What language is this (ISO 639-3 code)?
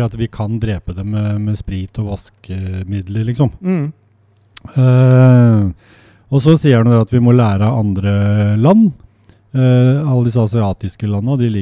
nor